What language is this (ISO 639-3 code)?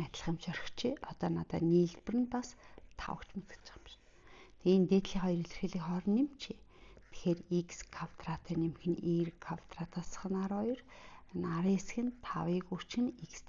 mon